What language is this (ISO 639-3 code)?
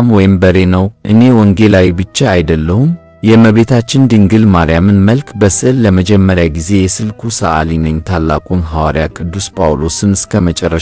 amh